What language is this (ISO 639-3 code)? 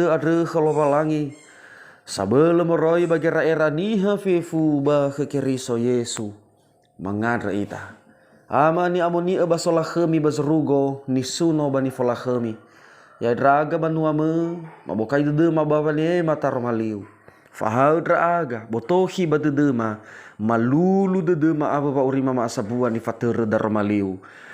nia